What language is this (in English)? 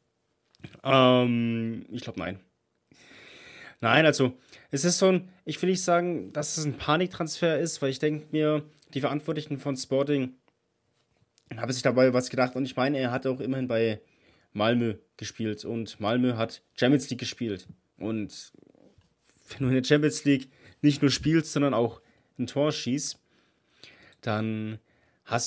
German